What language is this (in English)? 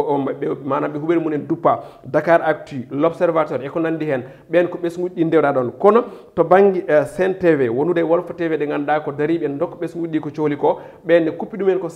Fula